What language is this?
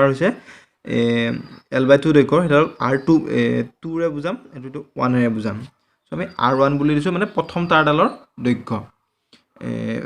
Assamese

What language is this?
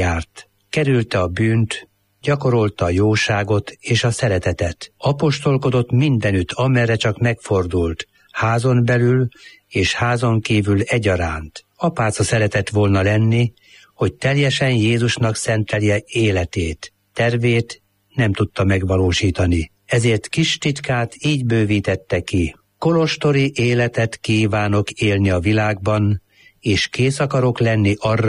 Hungarian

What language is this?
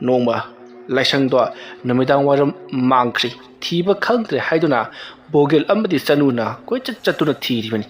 Manipuri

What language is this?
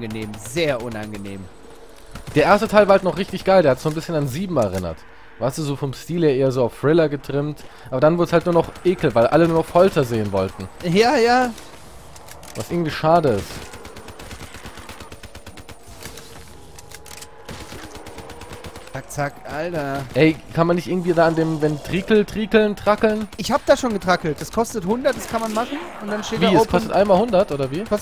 German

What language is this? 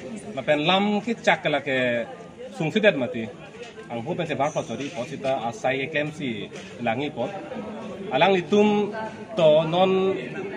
Karbi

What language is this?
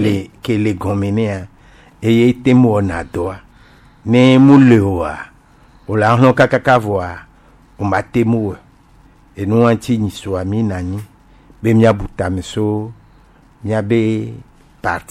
Gen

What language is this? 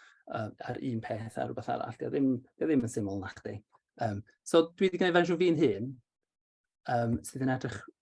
Welsh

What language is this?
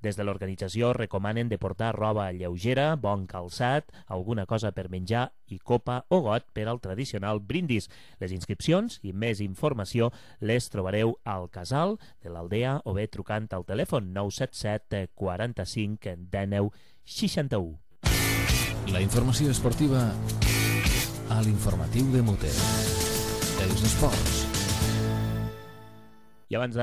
Catalan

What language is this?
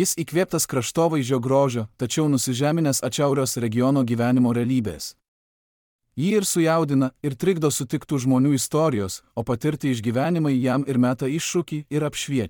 Lithuanian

